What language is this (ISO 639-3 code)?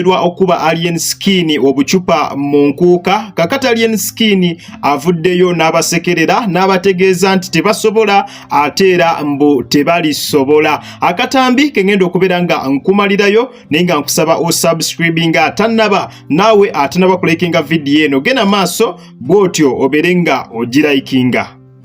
lug